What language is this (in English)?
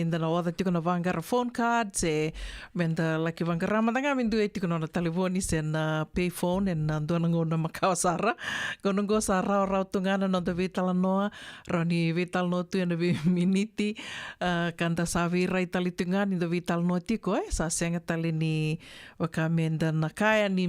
Fijian